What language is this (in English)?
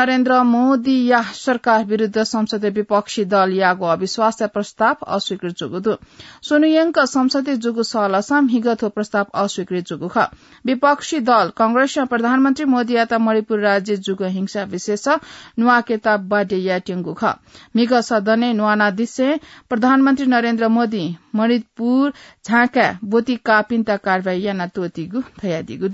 Newari